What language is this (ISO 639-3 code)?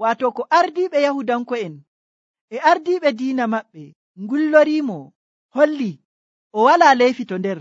fuv